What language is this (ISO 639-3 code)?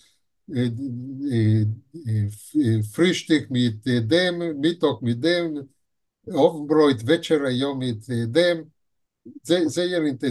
yid